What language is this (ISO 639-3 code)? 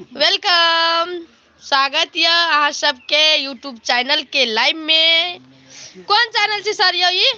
mai